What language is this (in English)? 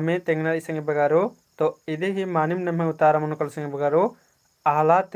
Kurukh